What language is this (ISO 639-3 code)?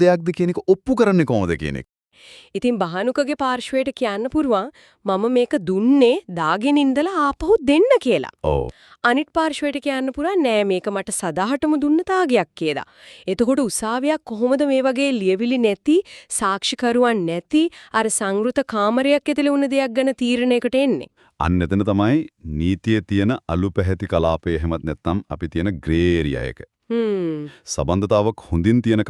sin